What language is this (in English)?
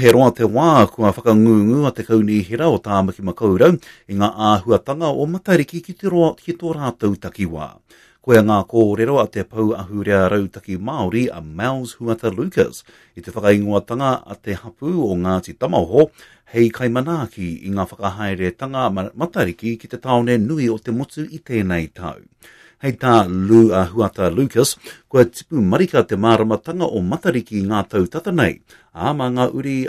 Māori